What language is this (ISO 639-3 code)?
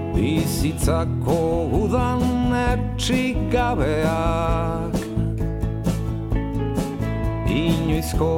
eus